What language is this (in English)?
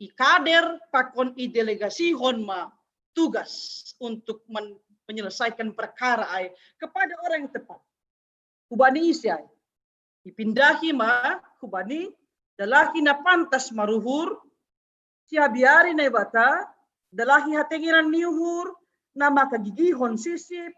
Batak Simalungun